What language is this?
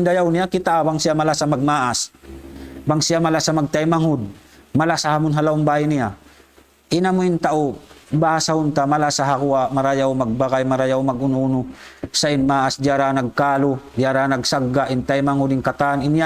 Tausug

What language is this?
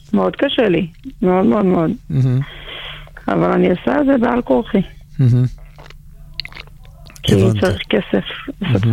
Hebrew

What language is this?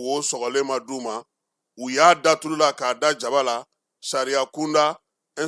Bambara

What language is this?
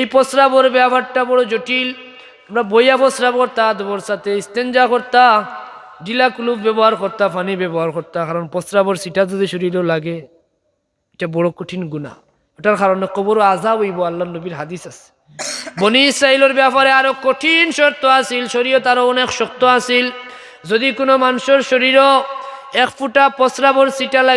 Sylheti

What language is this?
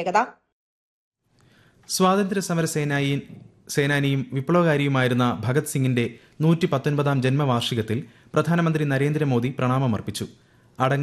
Malayalam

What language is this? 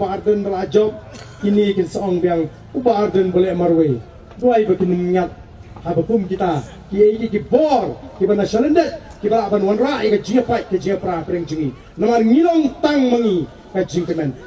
Khasi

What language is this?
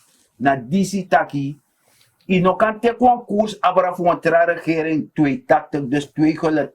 Sranan Tongo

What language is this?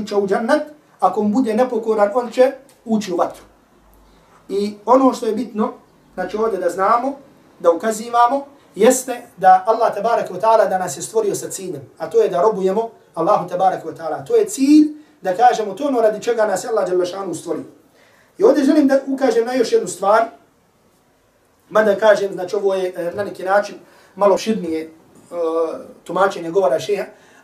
Bosnian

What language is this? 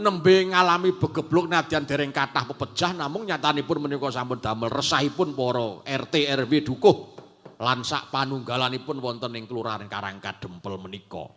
Javanese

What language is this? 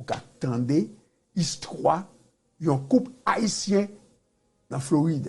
Haitian Creole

